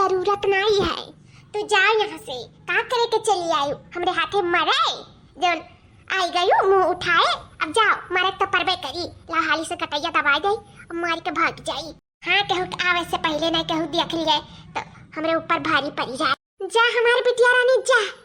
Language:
Awadhi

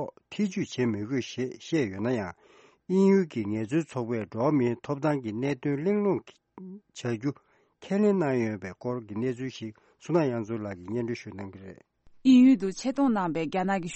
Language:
Tibetan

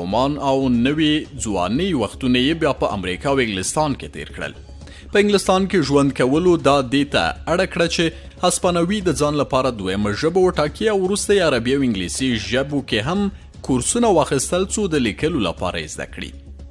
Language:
Pashto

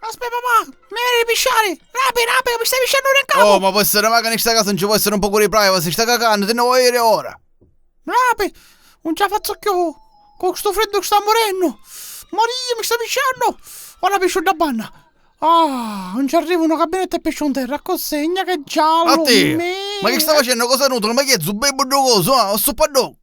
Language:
Sicilian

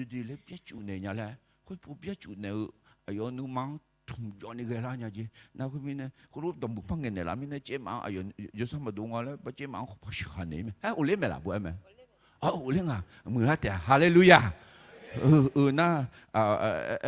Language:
Akha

